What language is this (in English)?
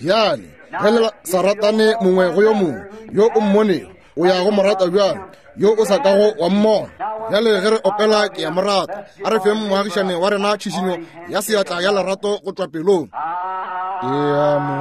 Northern Sotho